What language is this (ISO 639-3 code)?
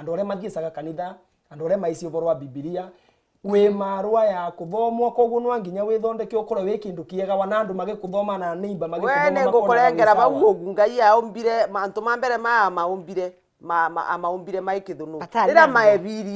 mer